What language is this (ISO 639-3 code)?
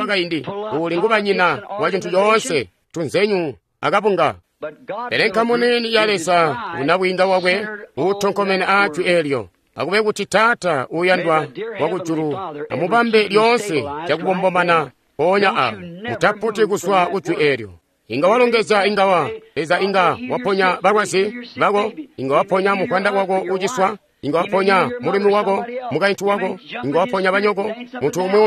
toi